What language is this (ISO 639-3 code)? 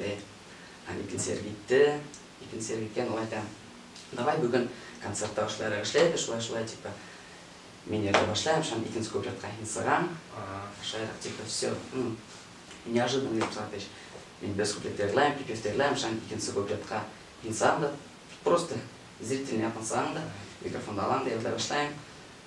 bak